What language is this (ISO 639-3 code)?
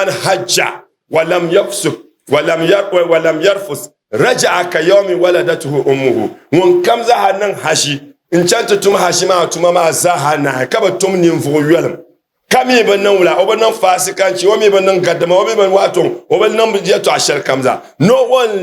dag